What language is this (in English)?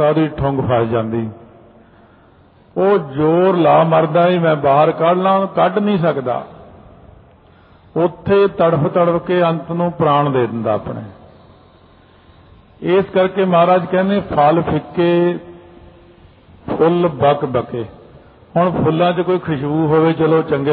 Punjabi